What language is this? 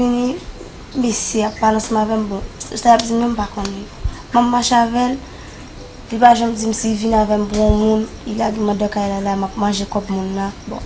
Haitian Creole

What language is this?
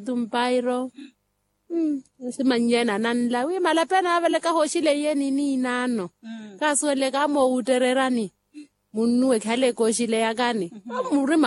Makhuwa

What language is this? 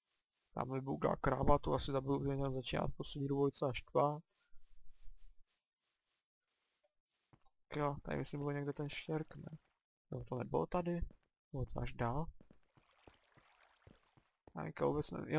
Czech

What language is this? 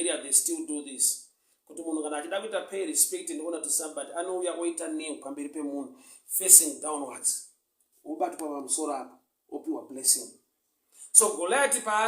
Shona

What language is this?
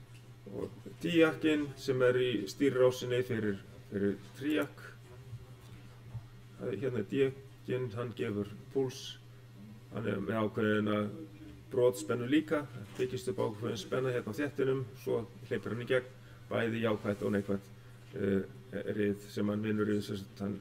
Icelandic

